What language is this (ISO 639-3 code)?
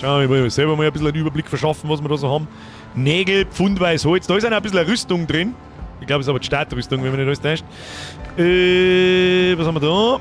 bar